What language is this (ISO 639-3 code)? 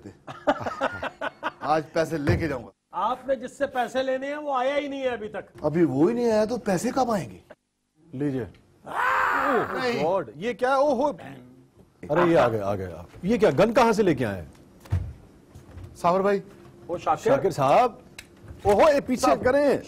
urd